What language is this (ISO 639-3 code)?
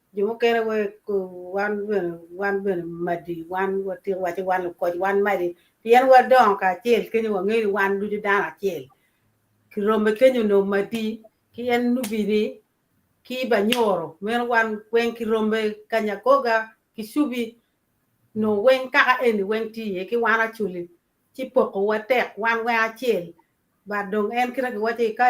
ach